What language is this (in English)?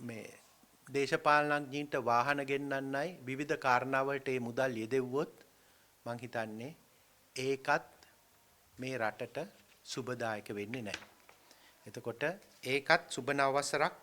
Sinhala